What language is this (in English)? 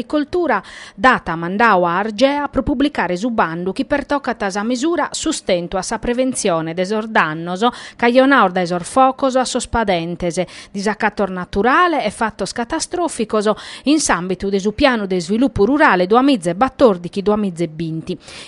Sardinian